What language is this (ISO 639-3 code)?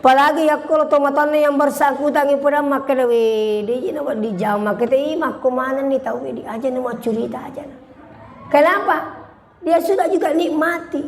bug